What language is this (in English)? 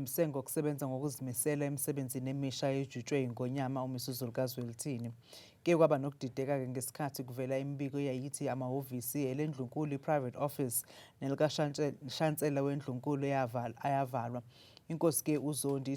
Zulu